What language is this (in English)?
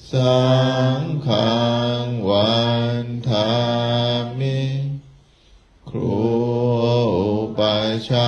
Pali